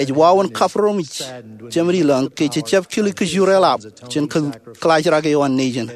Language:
Marshallese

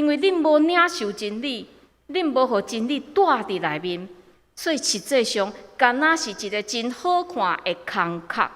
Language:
Min Nan Chinese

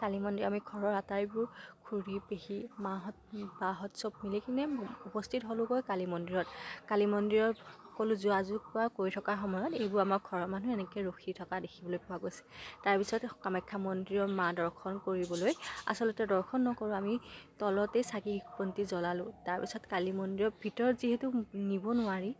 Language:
Assamese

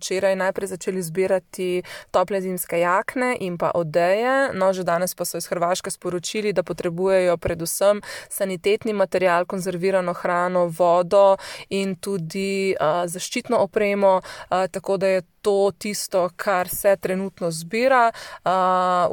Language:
Slovenian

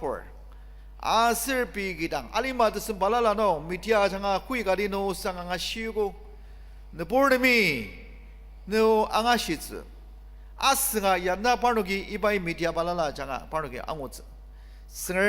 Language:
Ao Naga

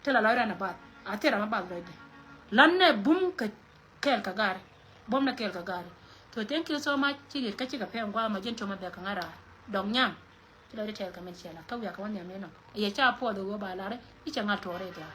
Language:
Nuer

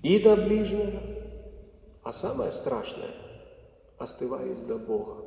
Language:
Belarusian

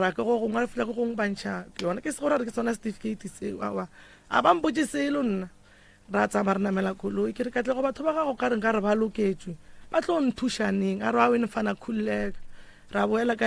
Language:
Northern Sotho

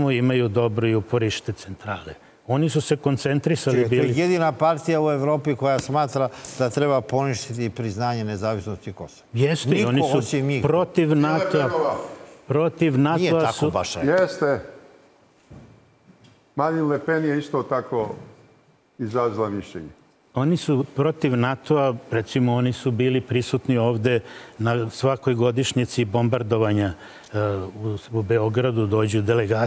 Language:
Serbian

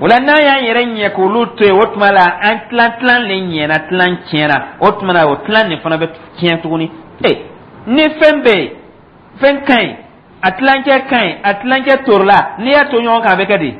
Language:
Dyula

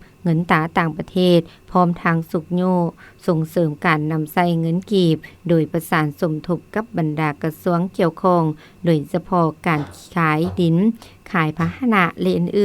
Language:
Lao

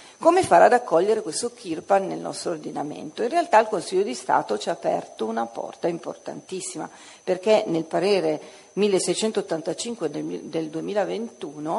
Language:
Italian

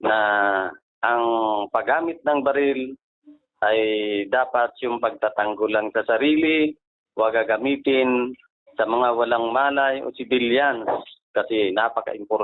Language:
Bikol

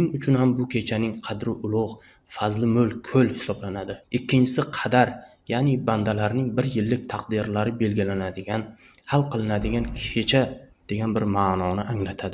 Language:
Uzbek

